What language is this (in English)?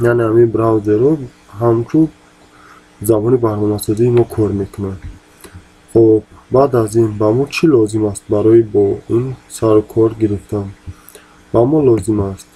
Tajik